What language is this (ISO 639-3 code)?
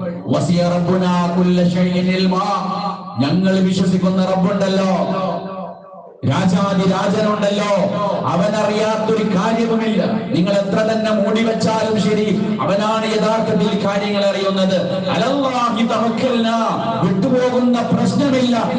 mal